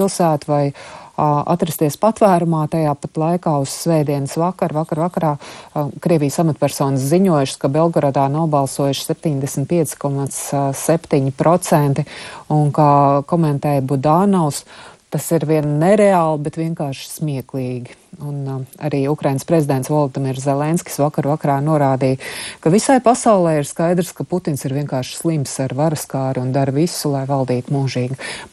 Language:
Latvian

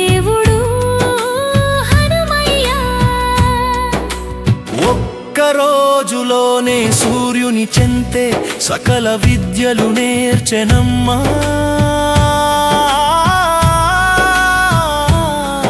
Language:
Telugu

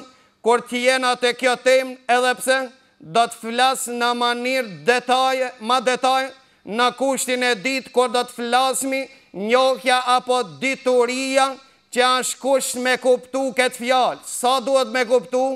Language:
Albanian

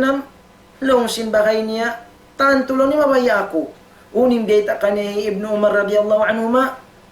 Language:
Tausug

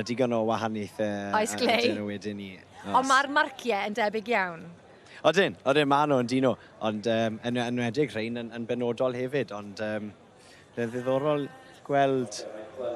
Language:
Welsh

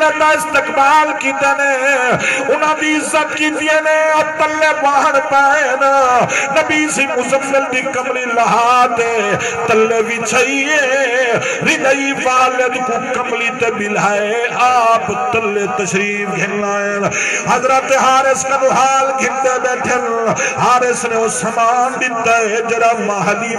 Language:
Saraiki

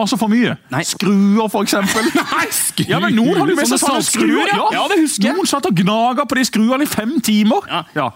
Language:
Norwegian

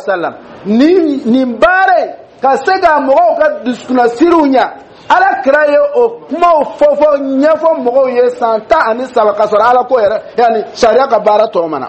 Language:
Dyula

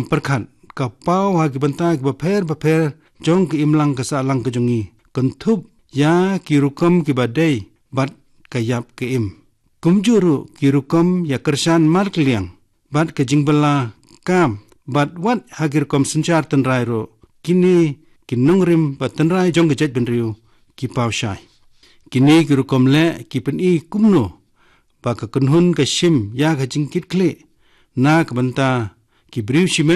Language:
Khasi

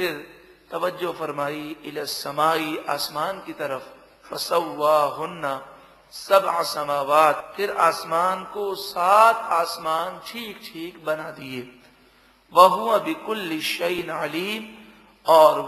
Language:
Urdu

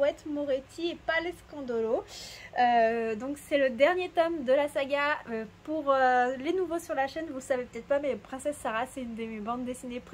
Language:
French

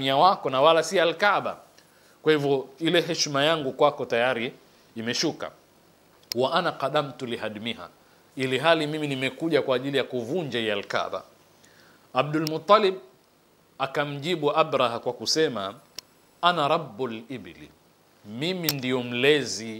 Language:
Swahili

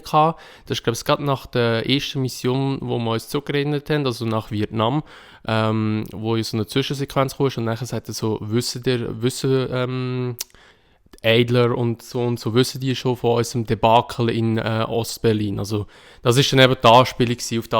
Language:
Swiss German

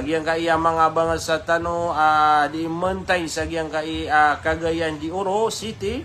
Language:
Maranao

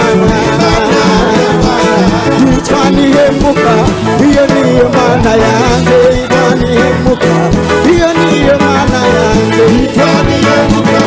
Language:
Kinyarwanda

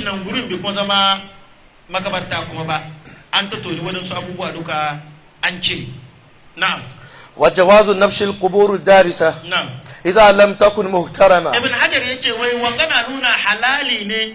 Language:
Hausa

